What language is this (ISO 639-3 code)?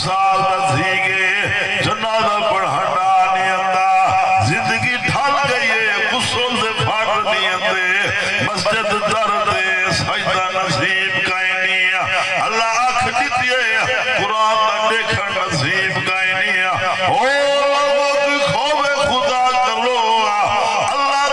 skr